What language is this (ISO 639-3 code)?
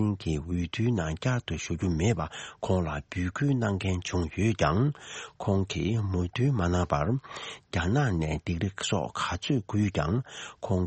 bod